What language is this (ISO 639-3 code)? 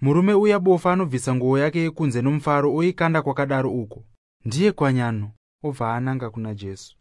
sna